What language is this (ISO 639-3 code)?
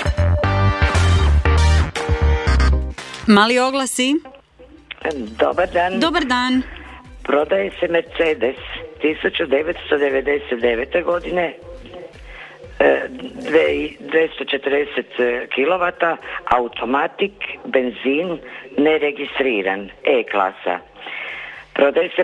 hrv